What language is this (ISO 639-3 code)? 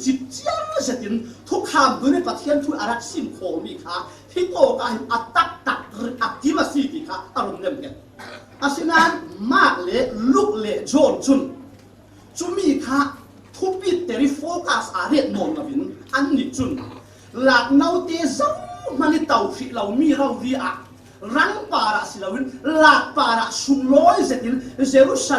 cfm